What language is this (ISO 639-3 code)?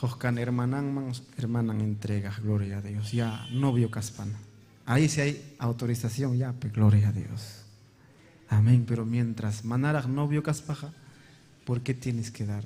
quy